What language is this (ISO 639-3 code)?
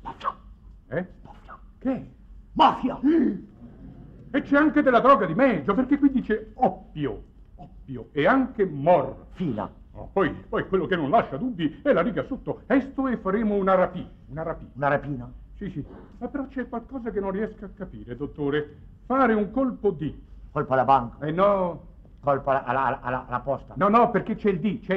ita